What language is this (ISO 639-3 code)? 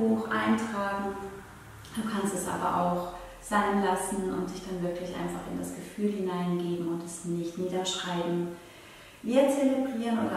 gsw